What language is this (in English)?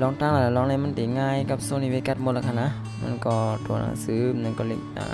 Shan